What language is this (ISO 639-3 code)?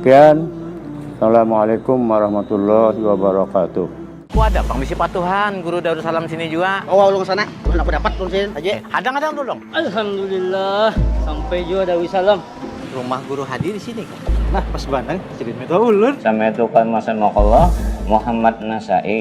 bjn